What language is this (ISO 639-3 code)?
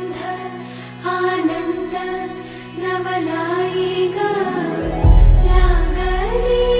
mar